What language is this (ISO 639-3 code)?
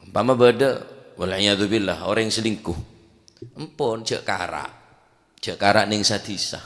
mad